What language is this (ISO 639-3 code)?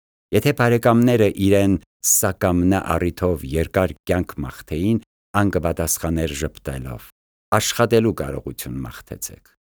hye